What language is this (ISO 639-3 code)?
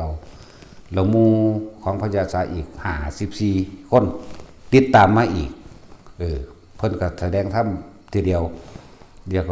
lao